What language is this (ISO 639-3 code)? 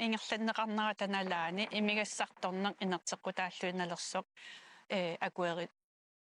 kal